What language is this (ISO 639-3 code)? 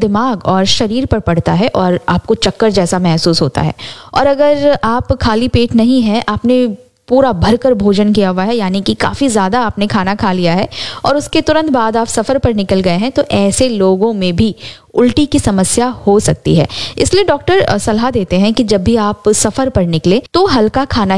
hin